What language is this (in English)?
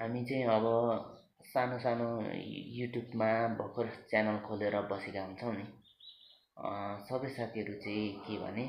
Nepali